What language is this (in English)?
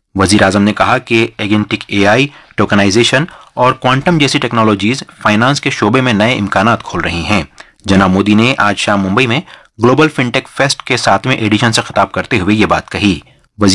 Urdu